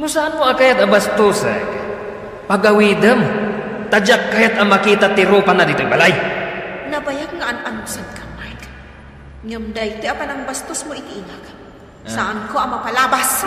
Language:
Iloko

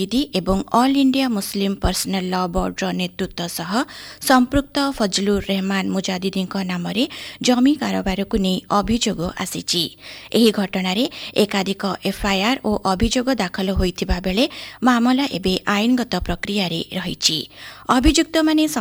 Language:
Odia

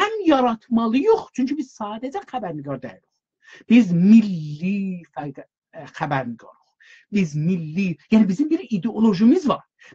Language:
South Azerbaijani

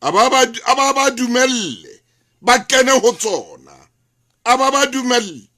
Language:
Southern Sotho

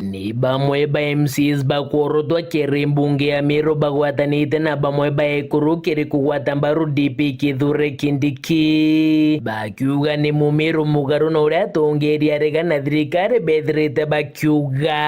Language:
Meru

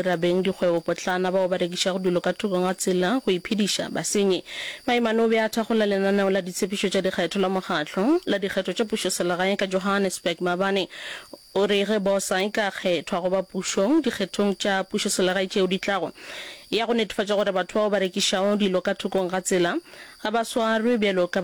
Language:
Northern Sotho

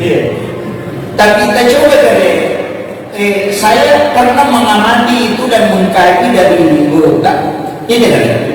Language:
Buginese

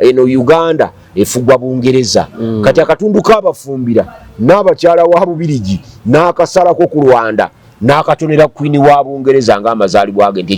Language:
Ganda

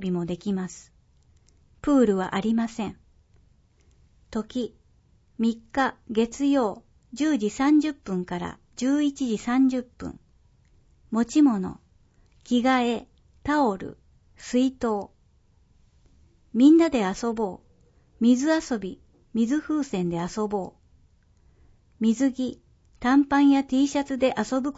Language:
Japanese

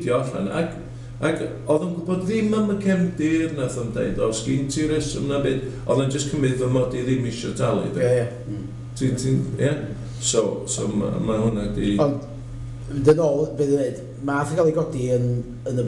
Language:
Welsh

